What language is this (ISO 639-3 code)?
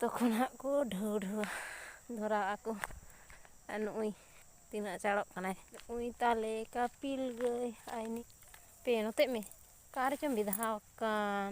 sat